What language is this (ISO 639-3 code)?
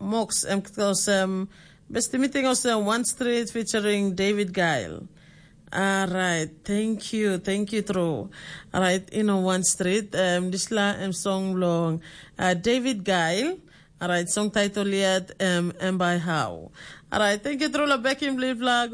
tpi